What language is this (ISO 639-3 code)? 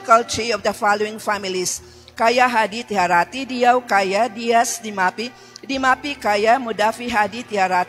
ceb